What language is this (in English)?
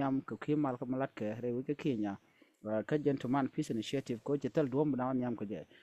Nuer